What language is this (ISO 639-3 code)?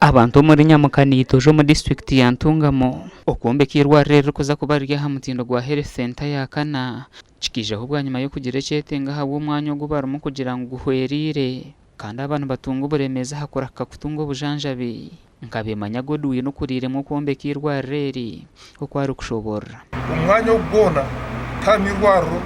nyn